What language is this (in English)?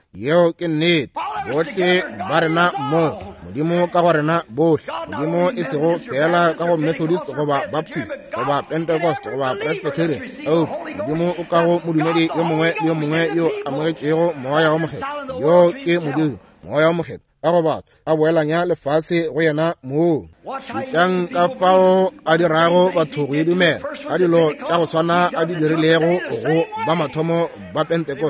Northern Sotho